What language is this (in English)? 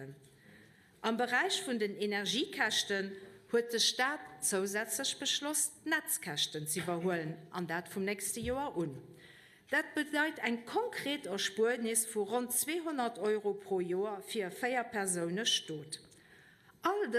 Luxembourgish